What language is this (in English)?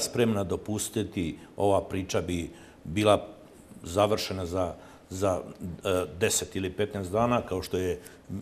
Bosnian